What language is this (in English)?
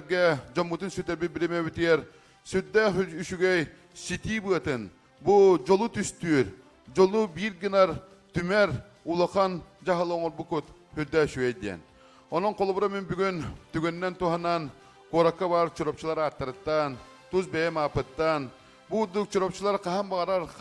Yakut